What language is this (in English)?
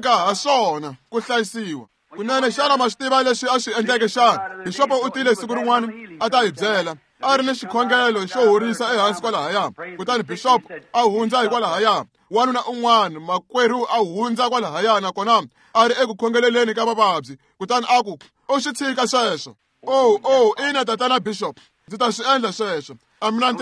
Tsonga